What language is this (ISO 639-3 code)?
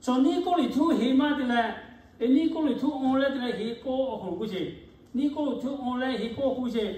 lhu